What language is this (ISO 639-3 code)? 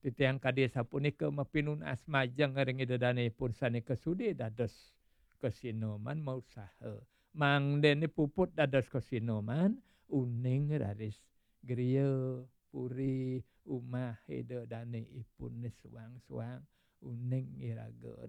ban